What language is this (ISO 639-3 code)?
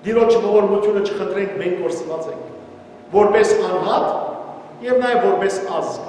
hyw